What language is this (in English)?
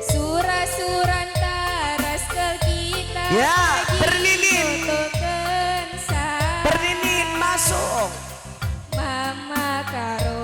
Batak Karo